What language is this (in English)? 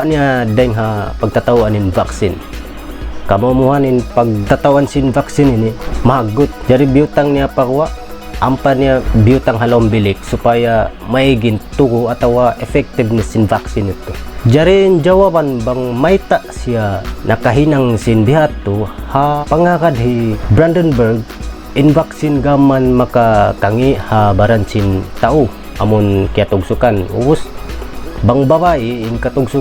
Tausug